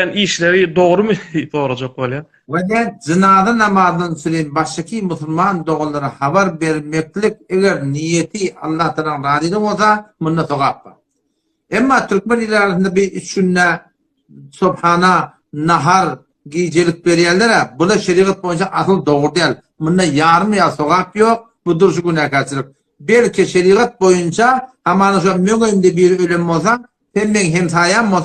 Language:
Turkmen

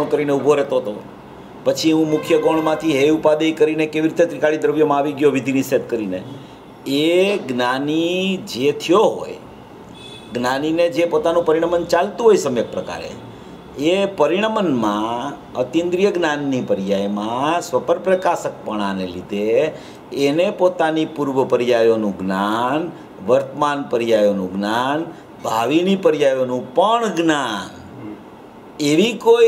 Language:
Gujarati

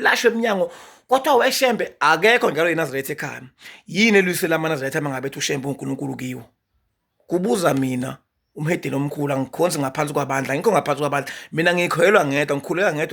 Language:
Zulu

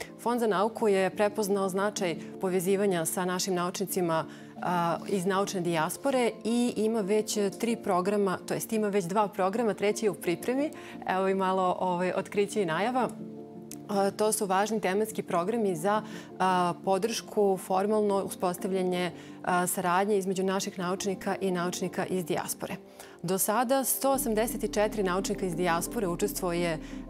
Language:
Serbian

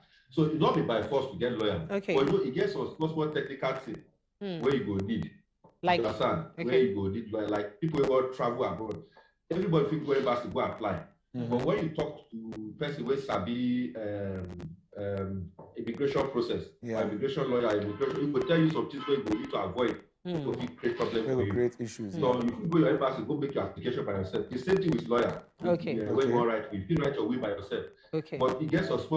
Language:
Nigerian Pidgin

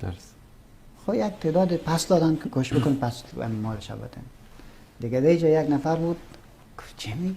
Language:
Persian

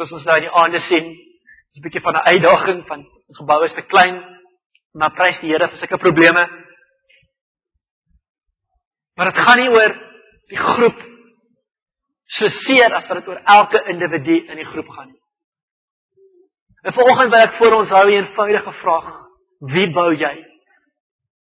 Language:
Afrikaans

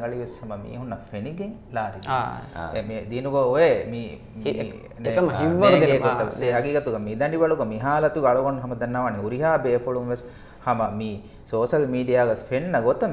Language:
Divehi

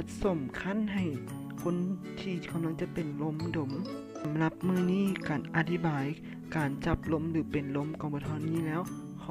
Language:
Lao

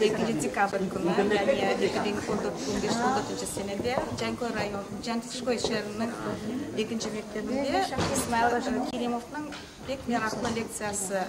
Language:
Crimean Tatar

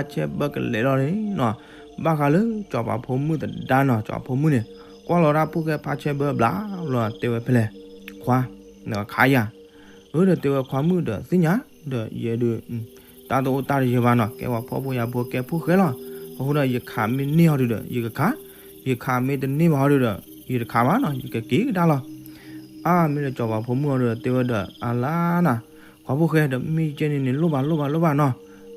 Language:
S'gaw Karen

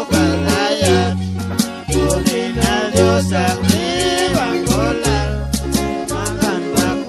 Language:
Chuj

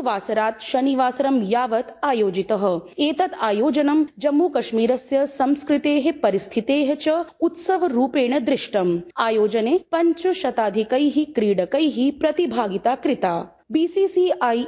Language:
Sanskrit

